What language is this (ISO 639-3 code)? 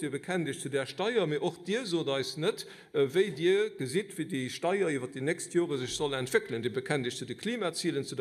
ltz